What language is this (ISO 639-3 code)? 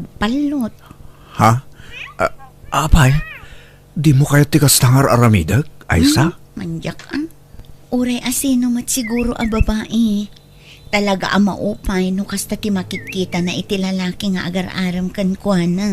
ilo